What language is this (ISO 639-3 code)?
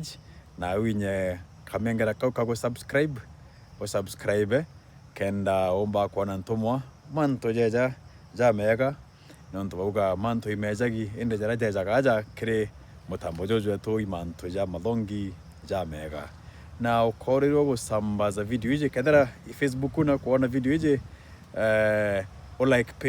mer